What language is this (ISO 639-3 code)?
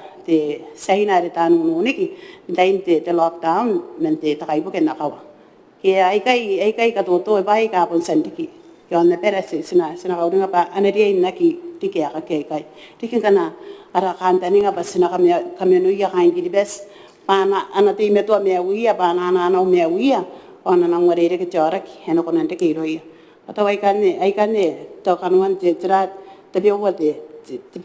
gil